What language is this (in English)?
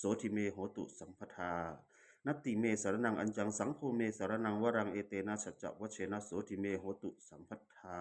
Pali